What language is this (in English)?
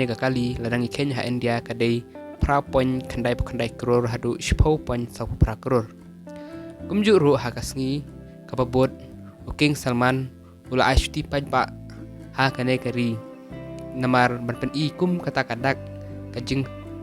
Khasi